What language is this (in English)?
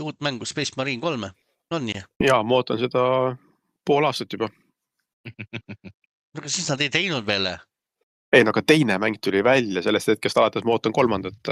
Estonian